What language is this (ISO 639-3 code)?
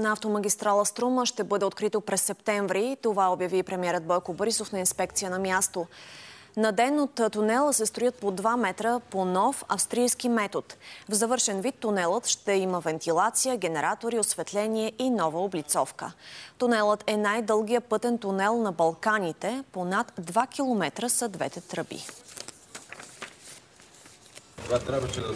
bul